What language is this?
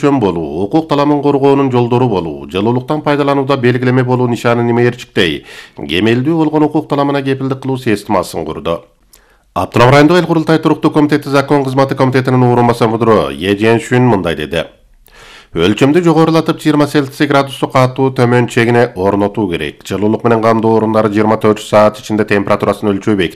Kyrgyz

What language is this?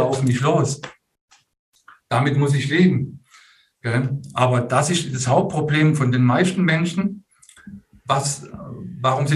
German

